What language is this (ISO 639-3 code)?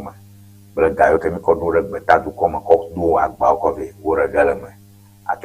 ewe